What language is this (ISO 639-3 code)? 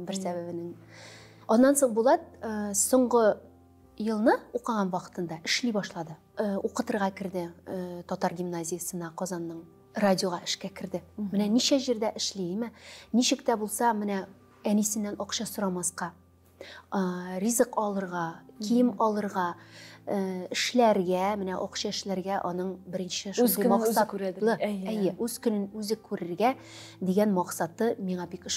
tat